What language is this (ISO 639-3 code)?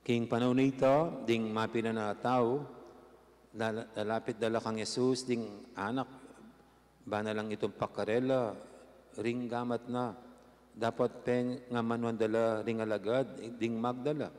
pam